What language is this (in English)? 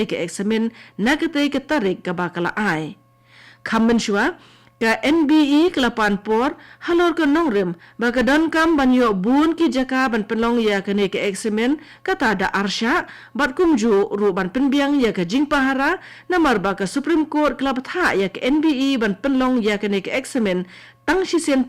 Khasi